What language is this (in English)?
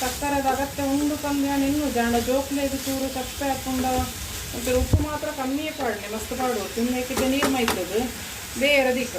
Tulu